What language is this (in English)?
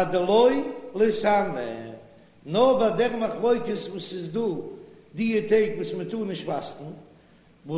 Yiddish